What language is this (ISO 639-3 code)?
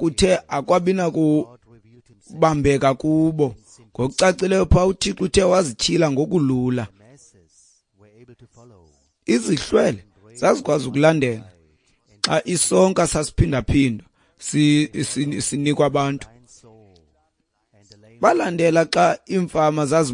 xho